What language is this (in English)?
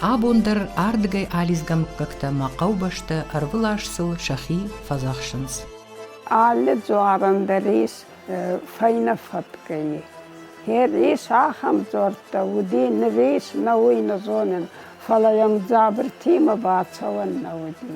Ossetic